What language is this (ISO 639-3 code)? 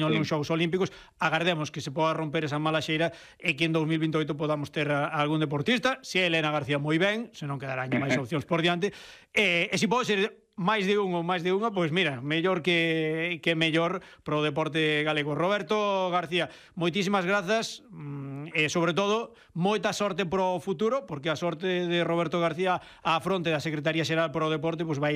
glg